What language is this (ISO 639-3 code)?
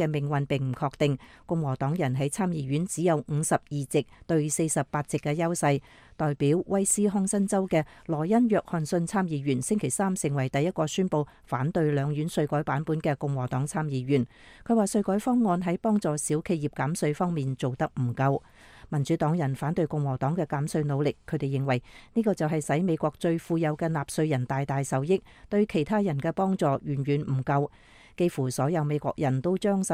yue